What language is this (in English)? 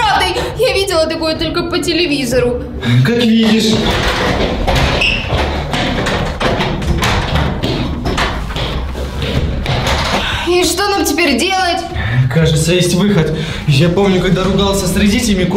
Russian